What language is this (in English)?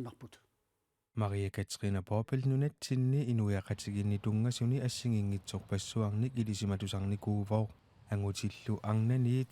Kalaallisut